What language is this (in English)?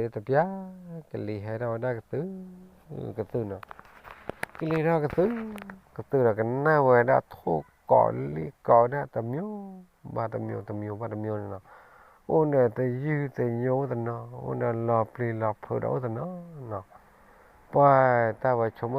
S'gaw Karen